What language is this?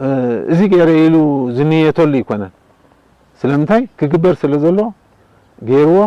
Tigrinya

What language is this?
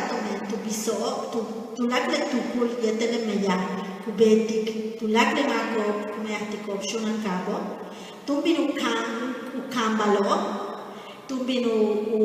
Yucateco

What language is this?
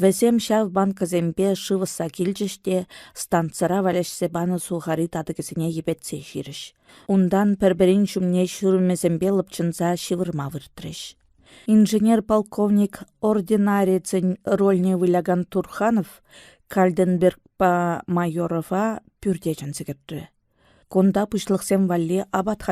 Chuvash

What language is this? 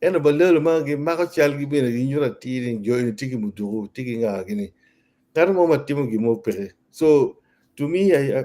Acoli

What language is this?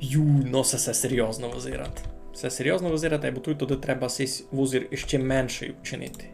Rusyn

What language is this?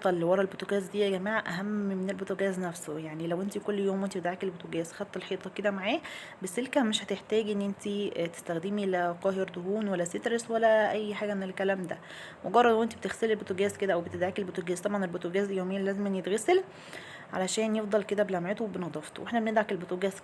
Egyptian Arabic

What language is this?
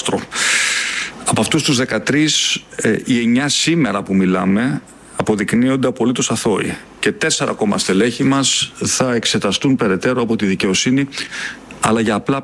Greek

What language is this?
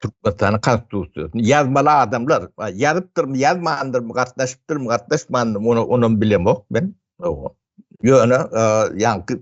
Turkmen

